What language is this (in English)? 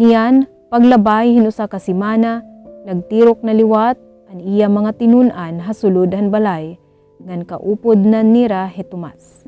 Waray